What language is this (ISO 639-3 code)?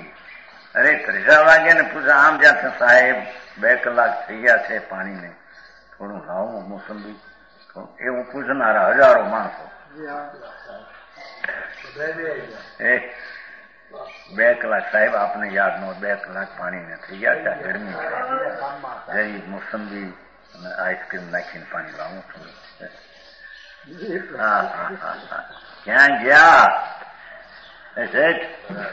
guj